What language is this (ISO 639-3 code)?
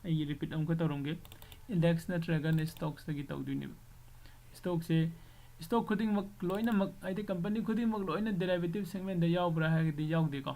mni